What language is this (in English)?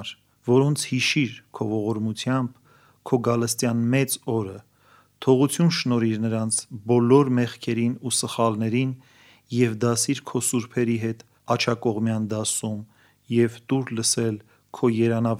Armenian